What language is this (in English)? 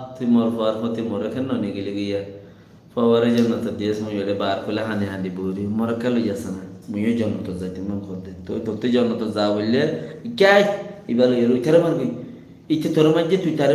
Rohingya